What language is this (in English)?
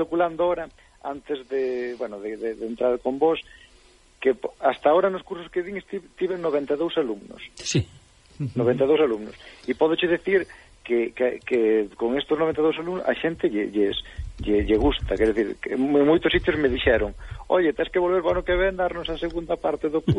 Galician